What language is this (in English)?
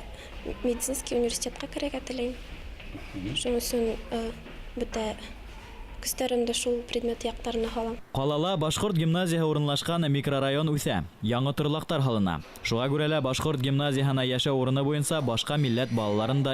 Bashkir